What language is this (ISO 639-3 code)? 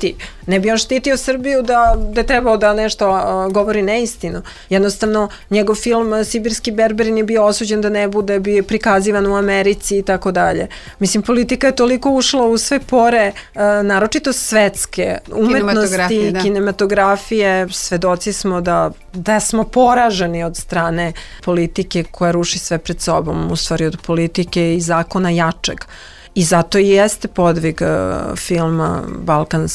srp